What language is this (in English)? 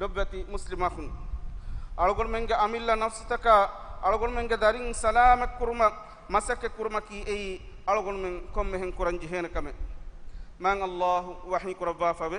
Divehi